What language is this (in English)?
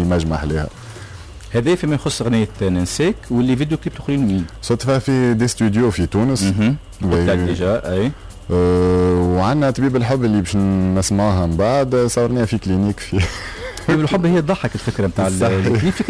Tunisian Arabic